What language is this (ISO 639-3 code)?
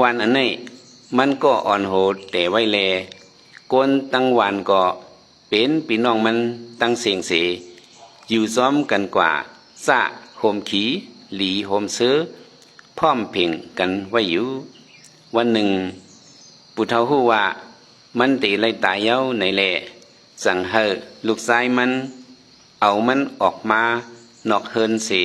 shn